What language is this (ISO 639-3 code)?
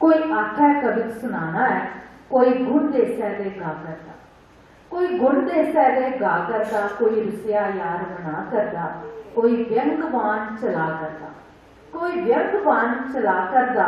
doi